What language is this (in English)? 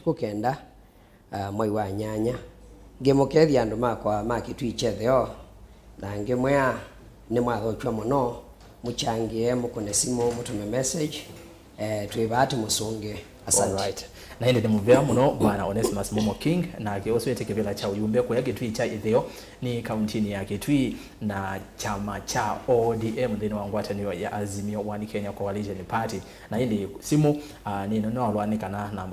Kamba